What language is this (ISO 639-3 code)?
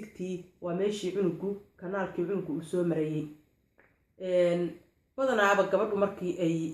som